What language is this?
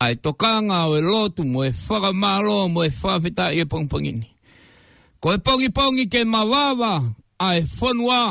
Tongan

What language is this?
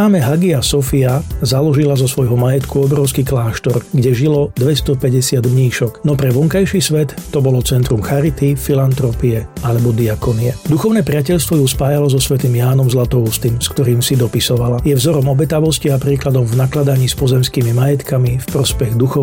Slovak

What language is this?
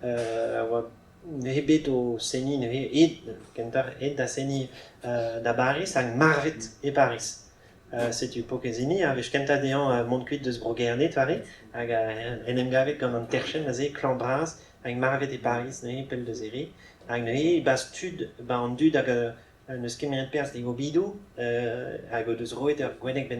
Breton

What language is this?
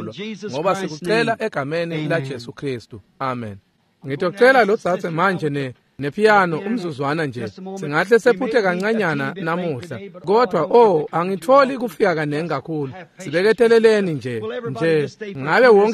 Swati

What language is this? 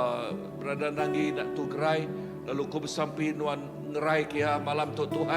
Iban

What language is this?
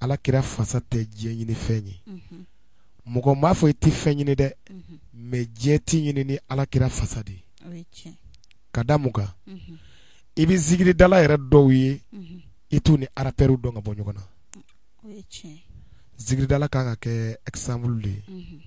Bambara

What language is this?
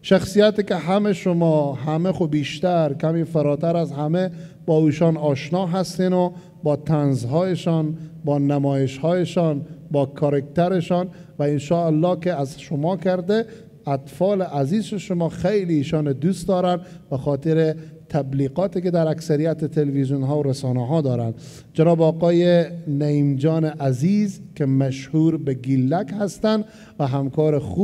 Persian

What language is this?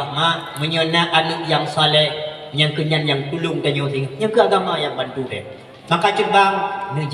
Achinese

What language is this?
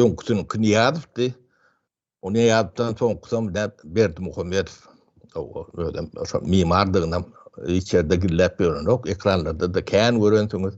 Turkmen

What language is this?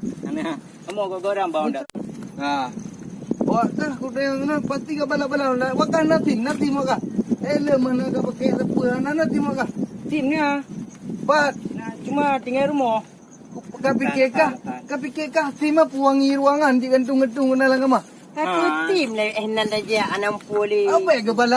Achinese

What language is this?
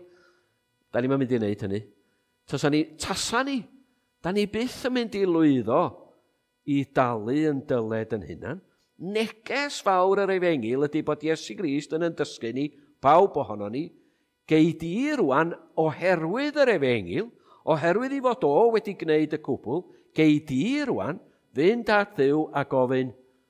Welsh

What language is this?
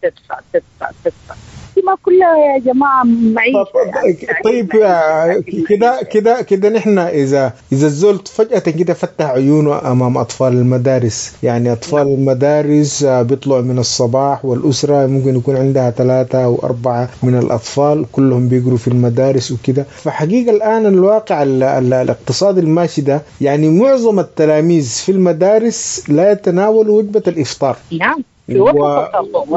Sudanese Arabic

